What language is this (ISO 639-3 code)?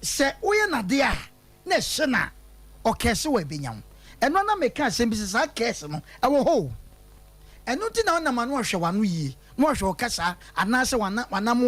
aka